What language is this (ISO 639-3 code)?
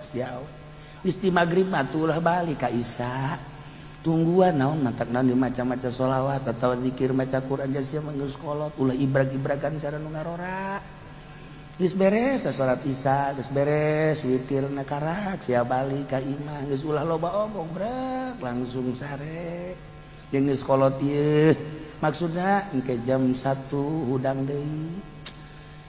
sun